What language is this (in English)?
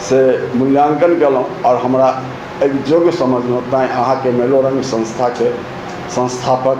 Maithili